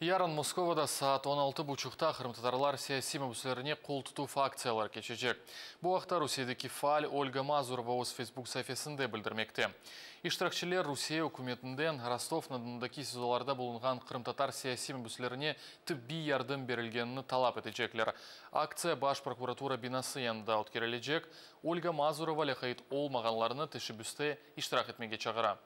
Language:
Crimean Tatar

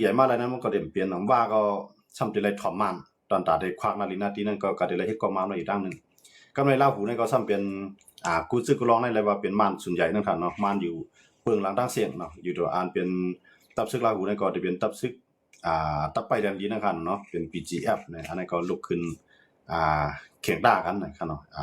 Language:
Shan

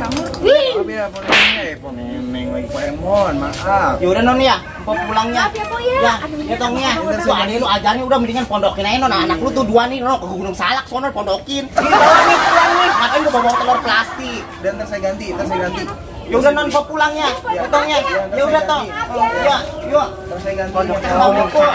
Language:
Betawi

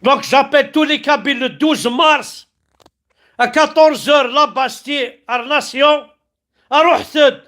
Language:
Kabyle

